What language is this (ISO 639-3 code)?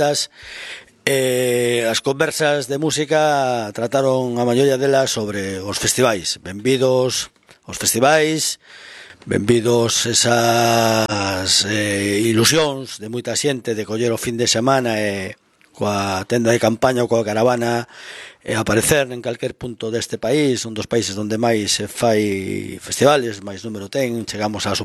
glg